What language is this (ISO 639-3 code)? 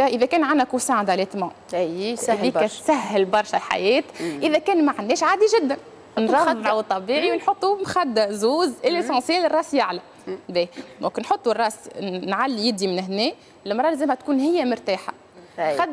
aeb